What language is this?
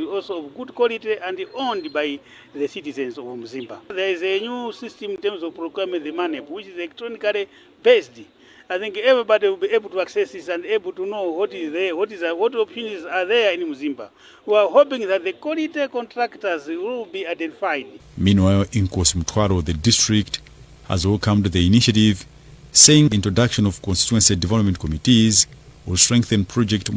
English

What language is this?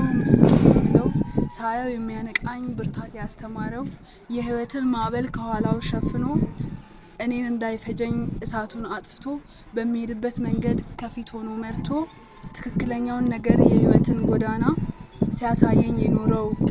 Amharic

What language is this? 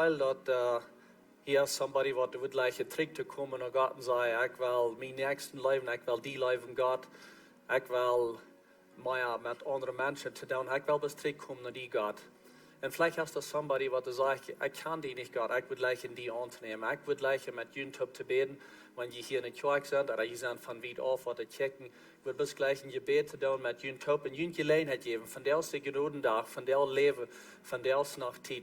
Plautdietsch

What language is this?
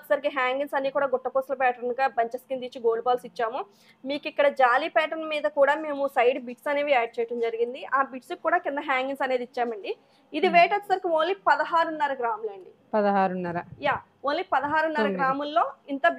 Telugu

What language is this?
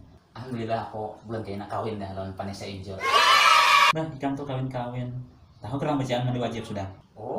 Banjar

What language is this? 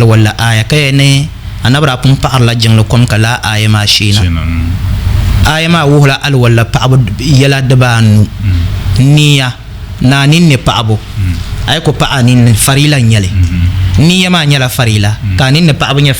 Dagbani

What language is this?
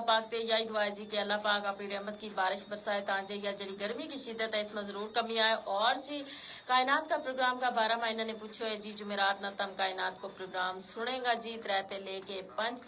Gujari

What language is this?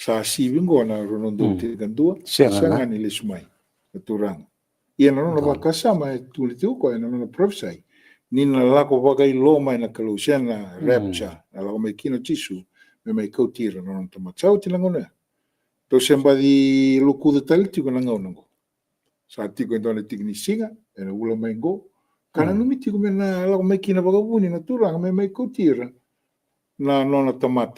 Fijian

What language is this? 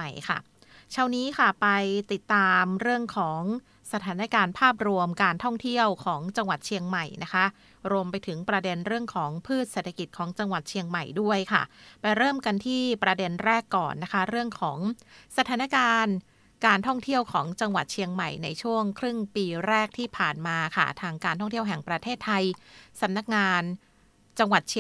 Thai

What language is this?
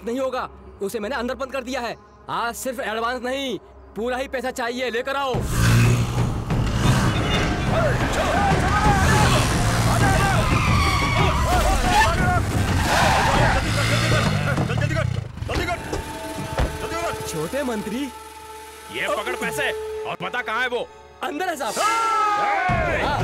Hindi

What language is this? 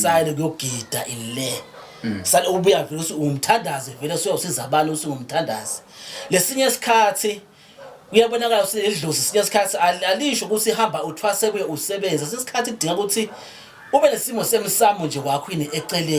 Zulu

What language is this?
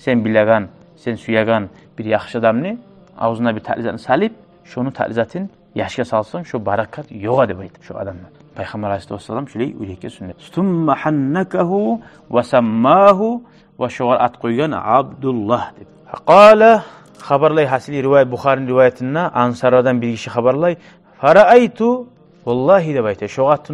Kumyk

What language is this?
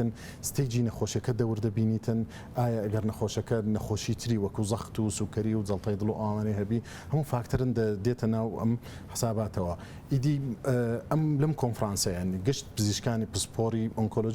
Central Kurdish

